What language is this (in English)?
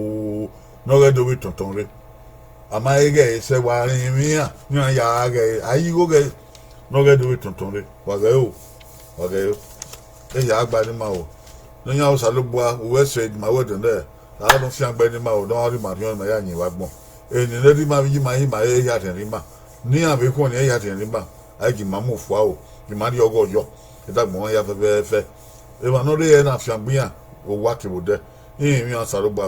Bini